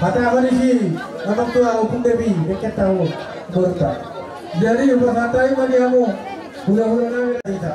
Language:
Batak Toba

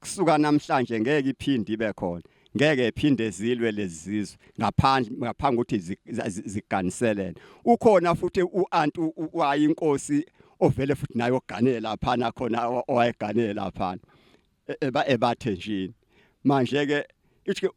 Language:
Zulu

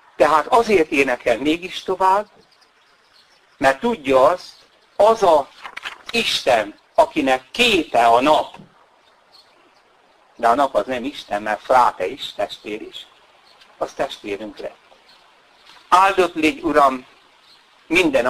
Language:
Hungarian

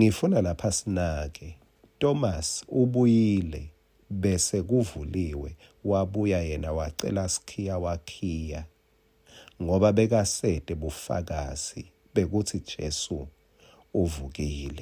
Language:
Swati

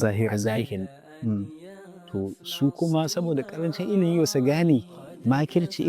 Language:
Hausa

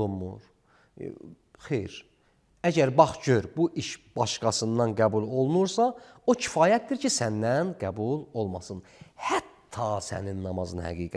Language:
Azerbaijani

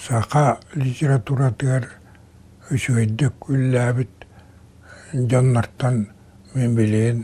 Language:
Yakut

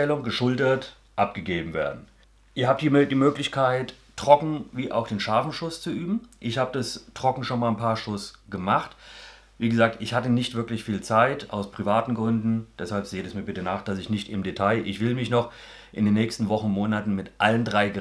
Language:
German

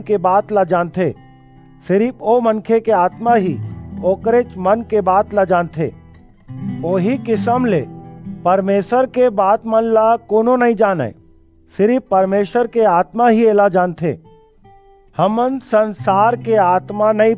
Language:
Chhattisgarhi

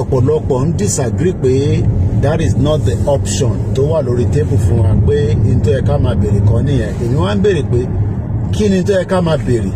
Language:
Yoruba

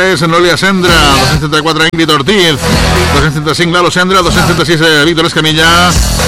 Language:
Catalan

